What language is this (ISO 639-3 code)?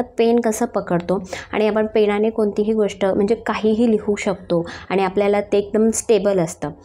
mar